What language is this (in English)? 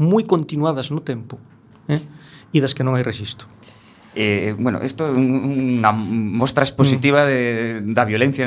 Galician